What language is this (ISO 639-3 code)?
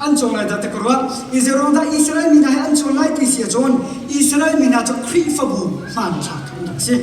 cnh